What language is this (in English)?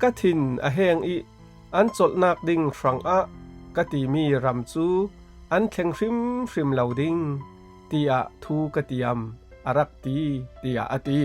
Falam Chin